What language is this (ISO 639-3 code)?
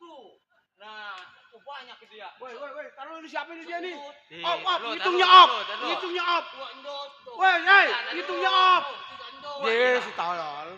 bew